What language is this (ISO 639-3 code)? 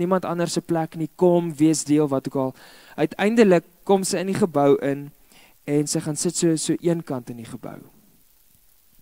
afr